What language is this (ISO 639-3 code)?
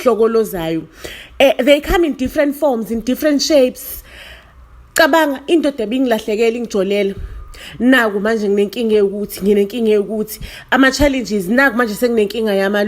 zul